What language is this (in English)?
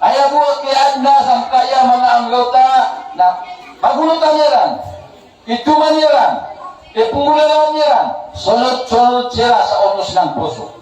Maranao